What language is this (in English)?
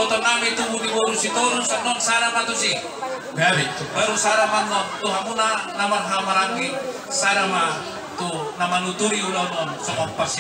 Batak Toba